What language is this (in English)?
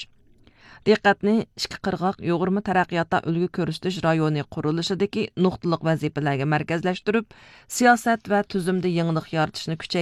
Uyghur